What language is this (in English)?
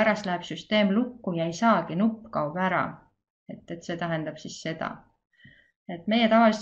Estonian